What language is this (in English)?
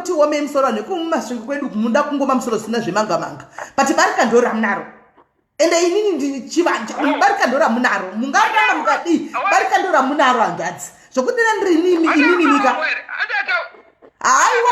Shona